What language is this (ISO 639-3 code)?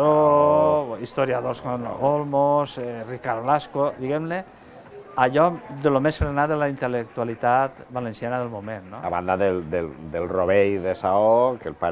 cat